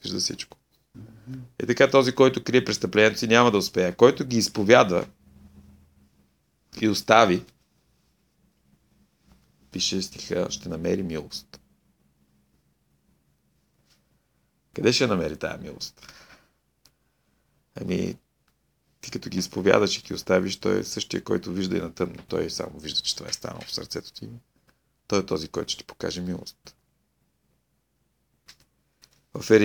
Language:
Bulgarian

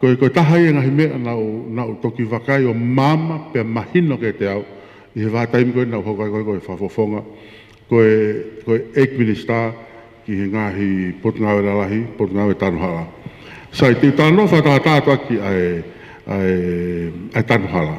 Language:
Tongan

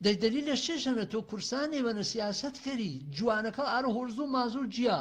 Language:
Gurani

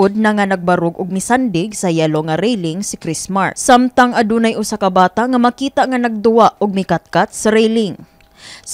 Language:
Cebuano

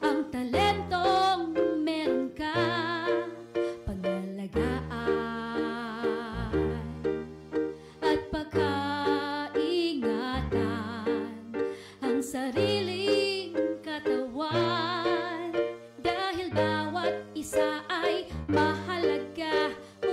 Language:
Filipino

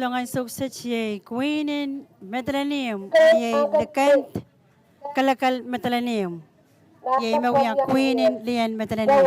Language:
Pohnpeian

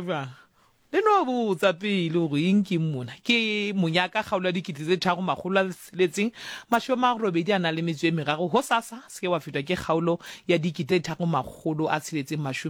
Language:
Southern Sotho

